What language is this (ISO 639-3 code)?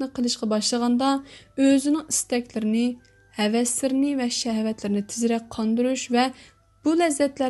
uig